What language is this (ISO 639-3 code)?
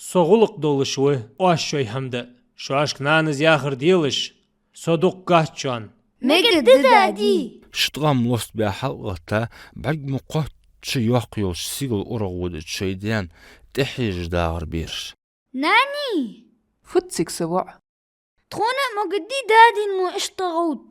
inh